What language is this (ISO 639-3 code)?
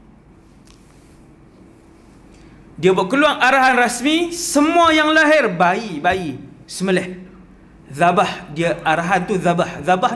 msa